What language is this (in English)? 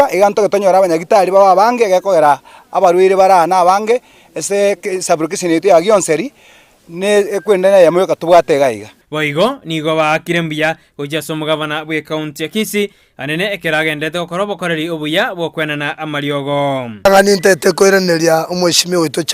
Gusii